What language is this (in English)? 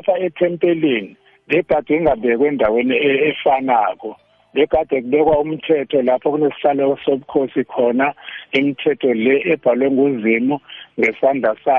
South Ndebele